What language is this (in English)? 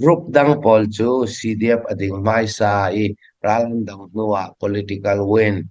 Falam Chin